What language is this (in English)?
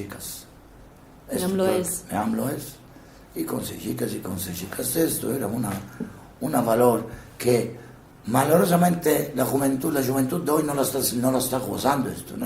Ladino